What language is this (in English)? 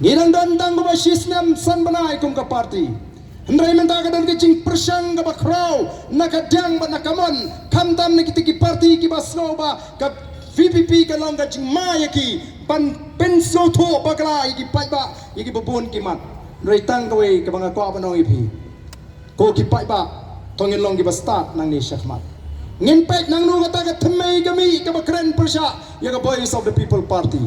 Khasi